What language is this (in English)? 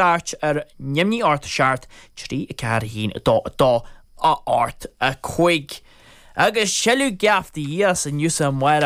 Irish